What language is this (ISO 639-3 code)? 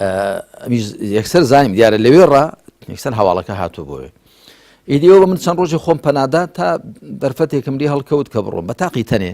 ckb